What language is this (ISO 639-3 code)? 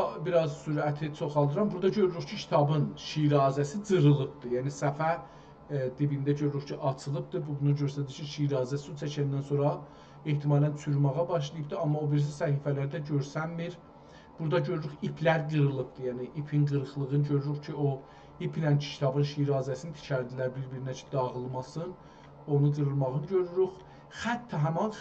azb